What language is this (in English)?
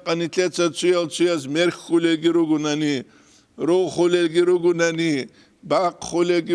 Avaric